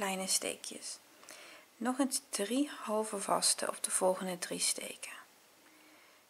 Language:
Dutch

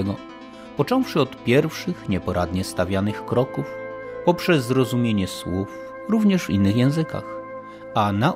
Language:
Polish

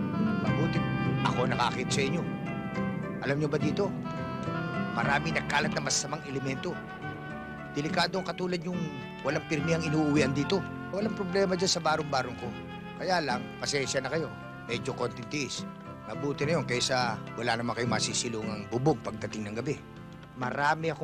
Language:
Filipino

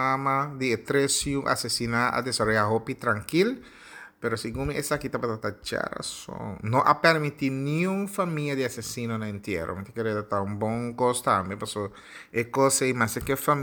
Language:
Papiamento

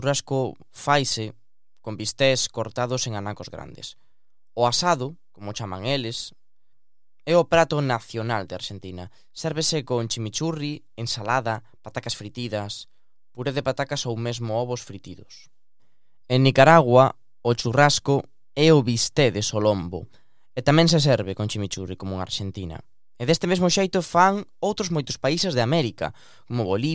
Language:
Galician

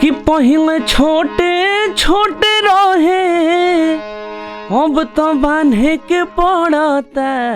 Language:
Bhojpuri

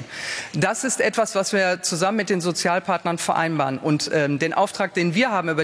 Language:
German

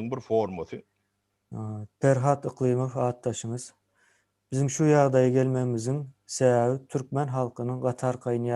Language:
Turkmen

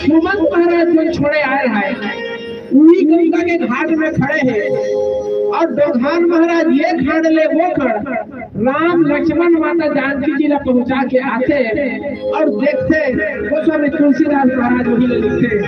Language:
Chhattisgarhi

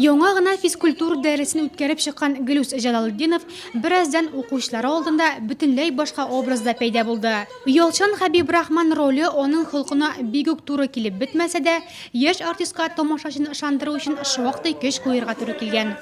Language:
Tatar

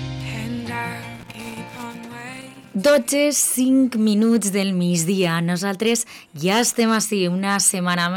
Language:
Catalan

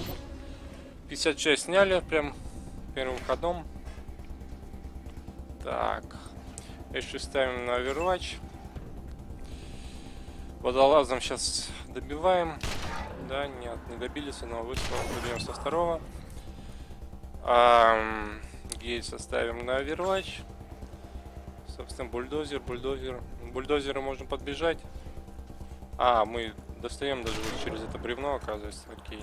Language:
Russian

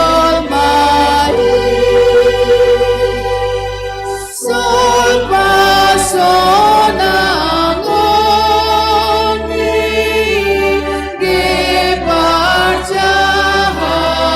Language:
Batak Simalungun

